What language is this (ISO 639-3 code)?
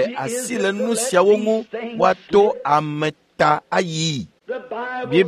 ewe